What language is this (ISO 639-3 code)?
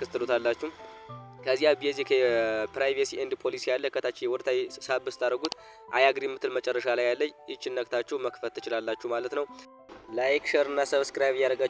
amh